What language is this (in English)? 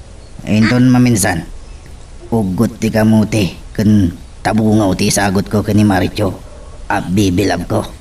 Iloko